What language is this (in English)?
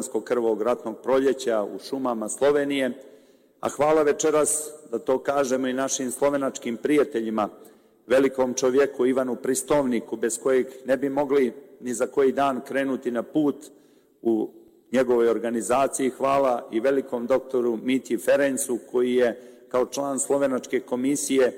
Serbian